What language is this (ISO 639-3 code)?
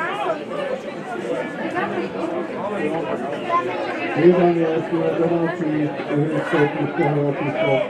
slk